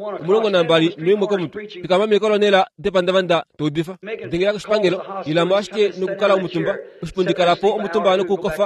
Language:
Kuanyama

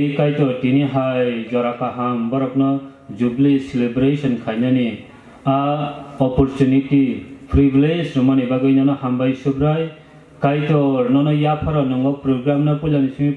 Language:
Kok Borok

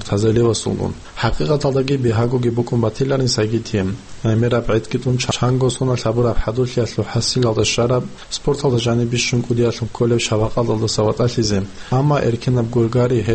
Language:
Avaric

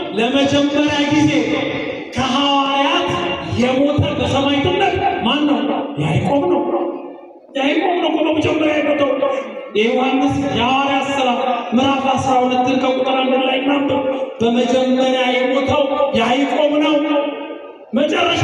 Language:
Amharic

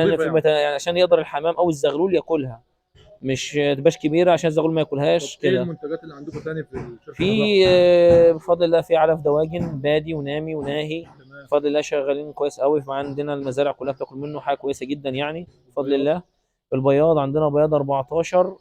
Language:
Egyptian Arabic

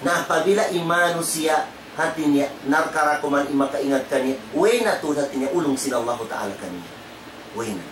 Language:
Tausug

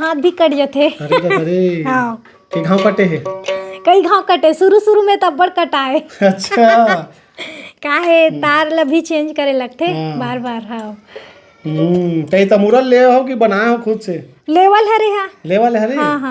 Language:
Chhattisgarhi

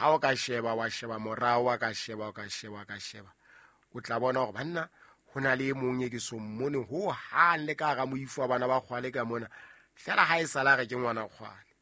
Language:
Southern Sotho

